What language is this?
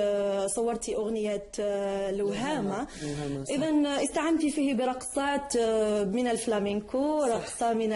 Algerian Arabic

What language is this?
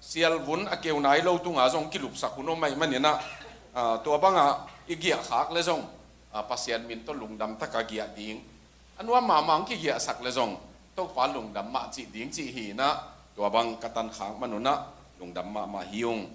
Tedim Chin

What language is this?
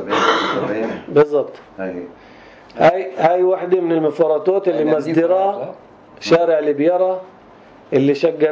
North Levantine Arabic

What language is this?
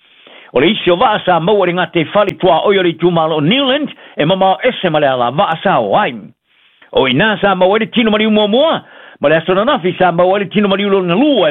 Samoan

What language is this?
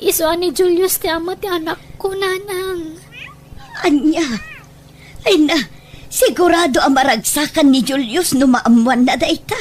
Iloko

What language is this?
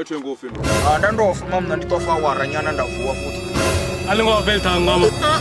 Venda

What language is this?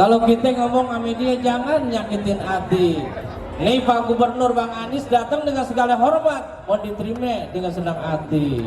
Betawi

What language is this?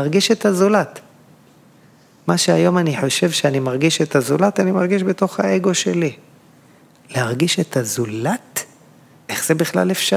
Hebrew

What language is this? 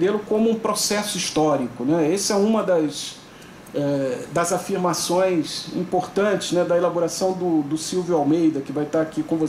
Portuguese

